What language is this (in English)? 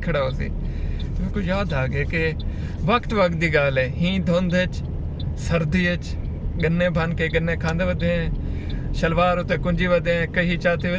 Saraiki